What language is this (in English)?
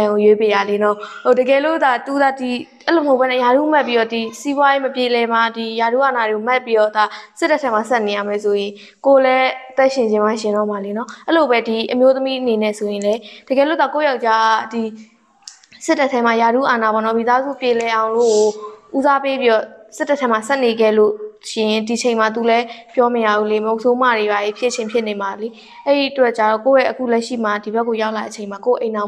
Burmese